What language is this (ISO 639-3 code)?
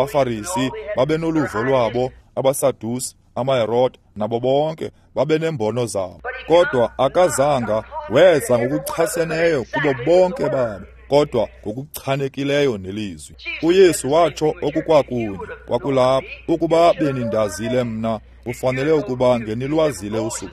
xho